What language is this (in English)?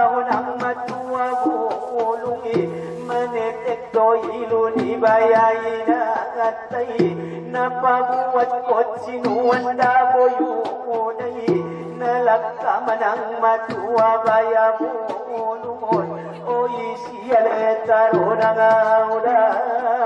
Batak Angkola